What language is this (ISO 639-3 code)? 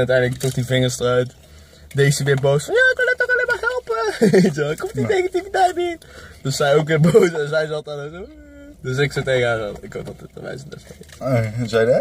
nld